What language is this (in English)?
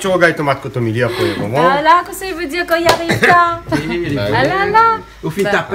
Réunion Creole French